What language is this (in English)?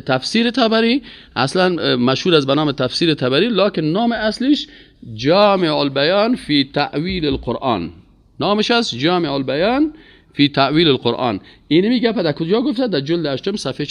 Persian